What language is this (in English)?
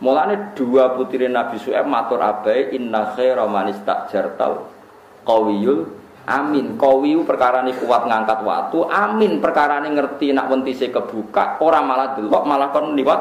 Javanese